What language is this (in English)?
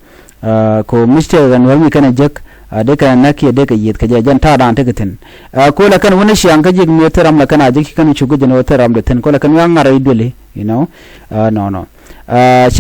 Nuer